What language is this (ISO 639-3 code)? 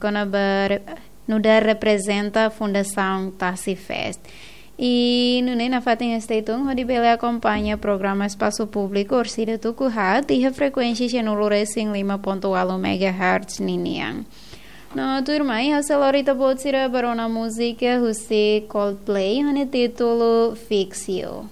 tet